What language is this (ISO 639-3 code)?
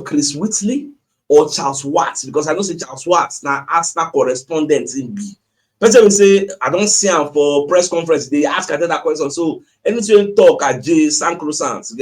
pcm